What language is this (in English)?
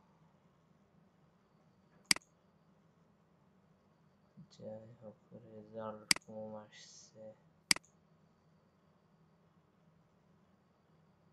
Bangla